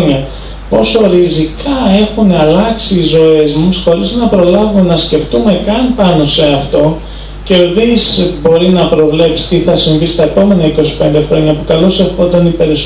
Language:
Greek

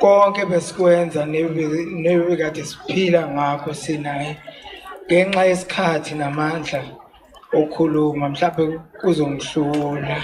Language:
Zulu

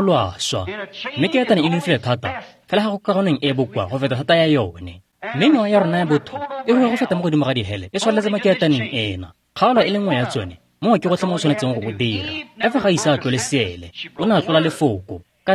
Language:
Tswana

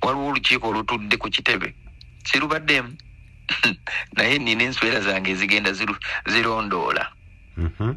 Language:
Ganda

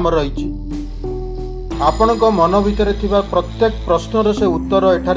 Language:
Odia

